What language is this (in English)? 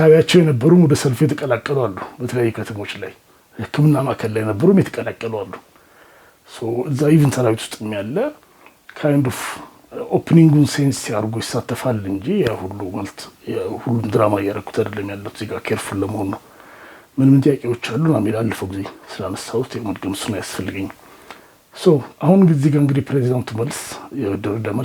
Amharic